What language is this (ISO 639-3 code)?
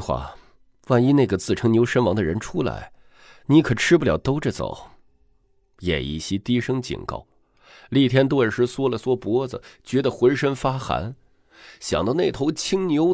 zho